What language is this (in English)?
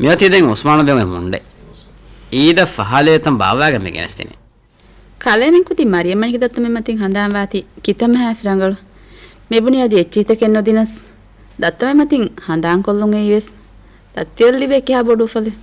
Divehi